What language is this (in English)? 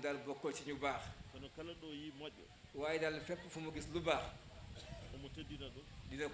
Fula